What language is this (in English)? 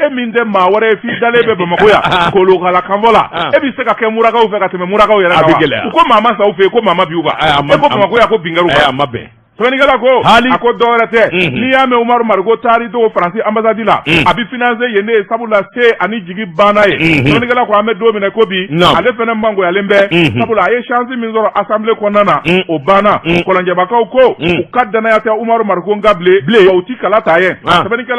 Bambara